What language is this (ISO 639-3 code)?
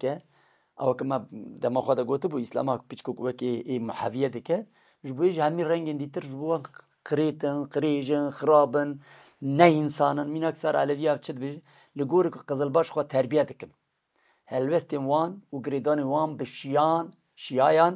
kur